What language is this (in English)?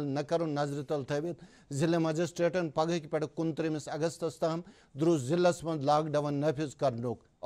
Kashmiri